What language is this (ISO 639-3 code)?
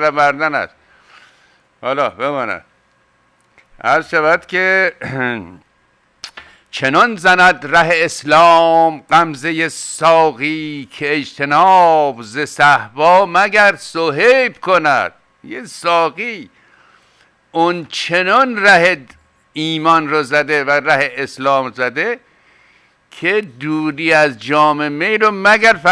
fas